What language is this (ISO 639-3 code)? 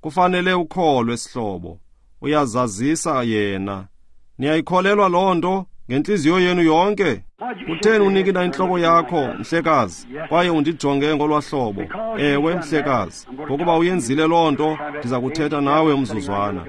xho